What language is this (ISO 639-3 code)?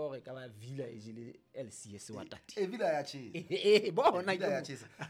sot